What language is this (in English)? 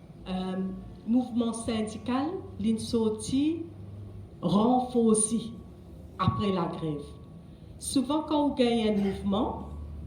Morisyen